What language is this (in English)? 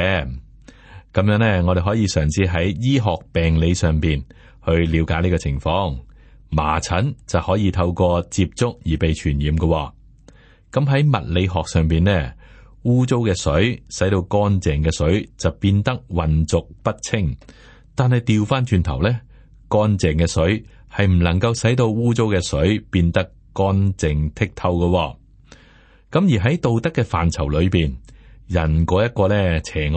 Cantonese